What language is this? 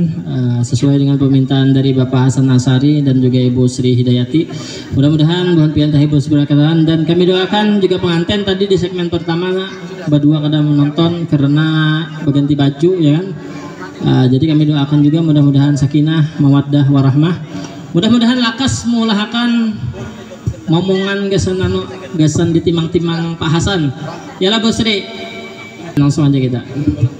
Banjar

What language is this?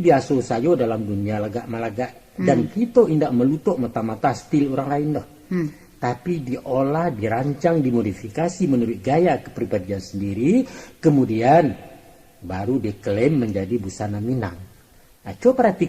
Minangkabau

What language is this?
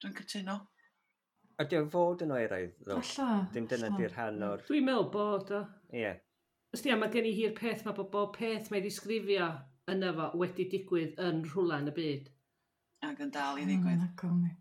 Welsh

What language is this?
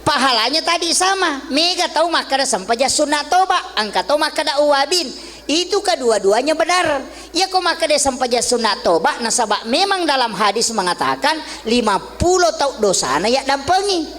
Buginese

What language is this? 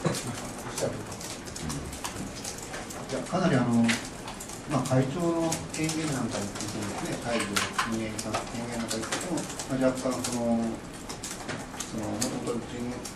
Japanese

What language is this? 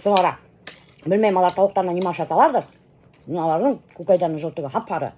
Bashkir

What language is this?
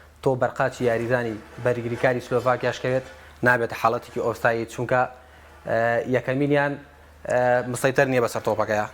Central Kurdish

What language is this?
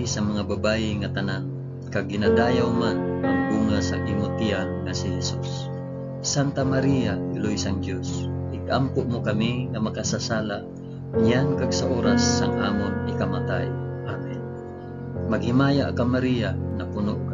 Hiligaynon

